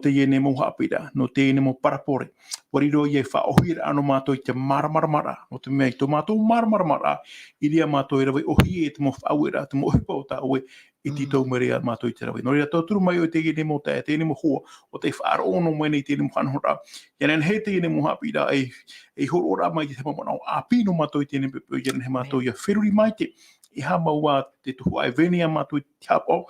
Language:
Tahitian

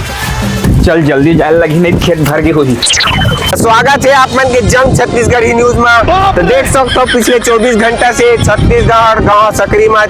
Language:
Chhattisgarhi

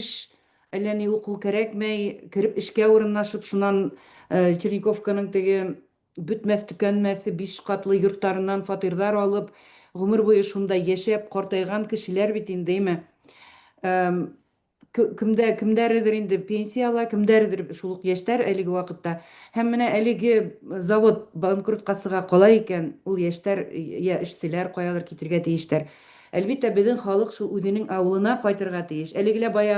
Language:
Bashkir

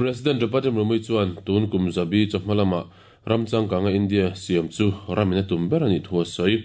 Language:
Mizo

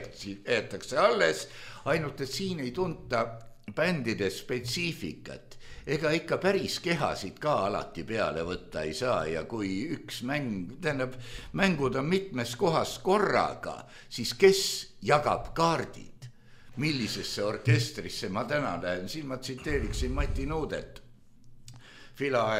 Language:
Estonian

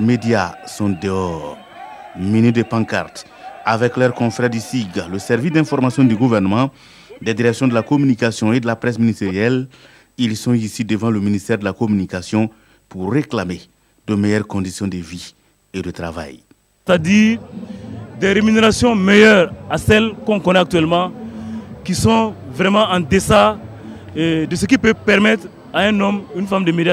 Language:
French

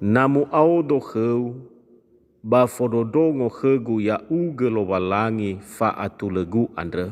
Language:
Nias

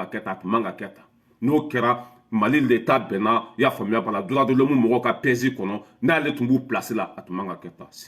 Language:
Bambara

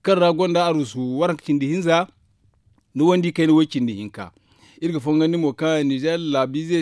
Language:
Zarma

